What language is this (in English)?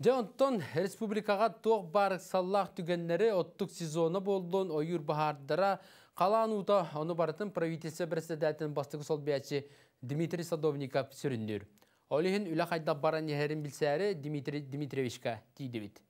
Yakut